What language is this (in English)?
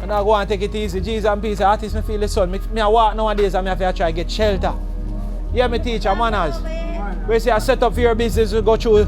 Jamaican Creole English